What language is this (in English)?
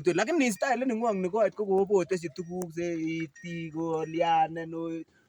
Kalenjin